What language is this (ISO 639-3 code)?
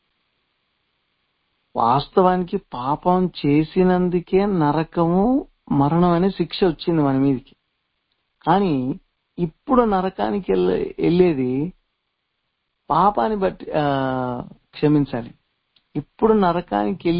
tel